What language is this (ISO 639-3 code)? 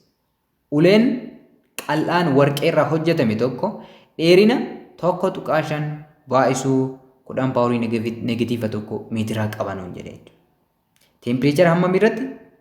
orm